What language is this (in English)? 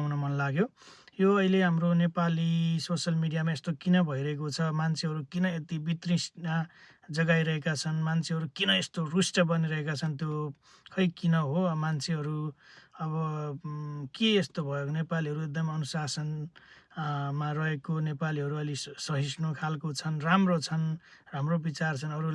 Nepali